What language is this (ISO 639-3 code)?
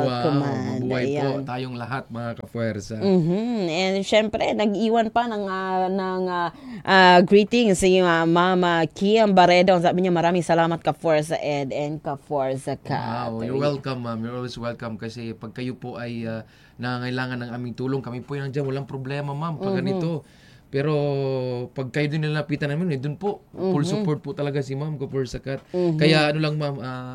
fil